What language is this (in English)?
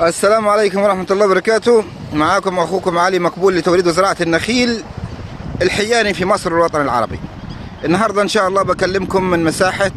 Egyptian Arabic